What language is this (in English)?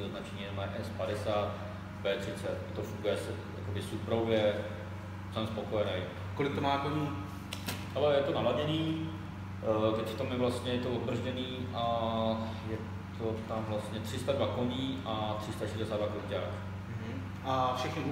Czech